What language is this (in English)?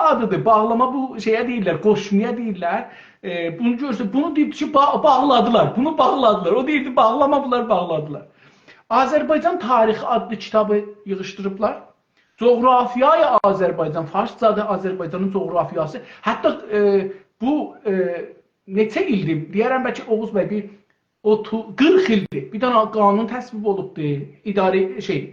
South Azerbaijani